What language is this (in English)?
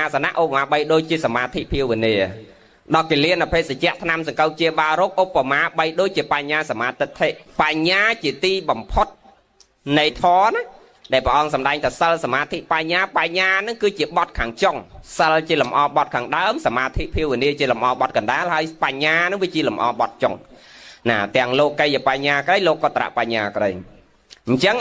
Khmer